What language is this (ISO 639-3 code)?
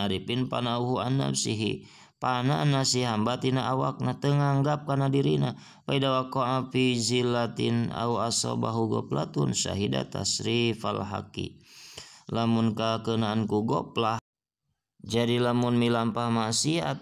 sun